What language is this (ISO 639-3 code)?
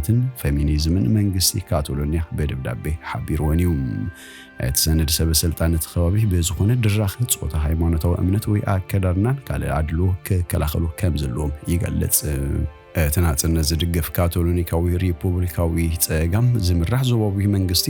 tir